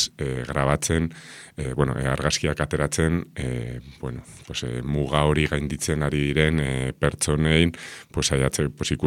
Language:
Basque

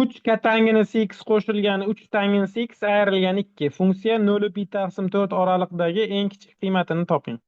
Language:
Uzbek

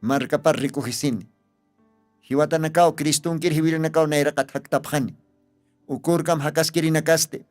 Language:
Aymara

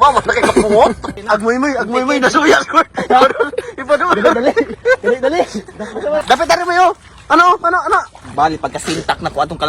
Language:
Cebuano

